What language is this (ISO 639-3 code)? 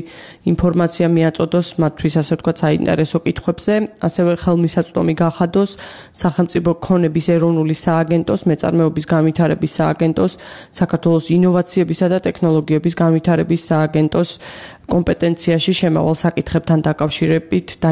kat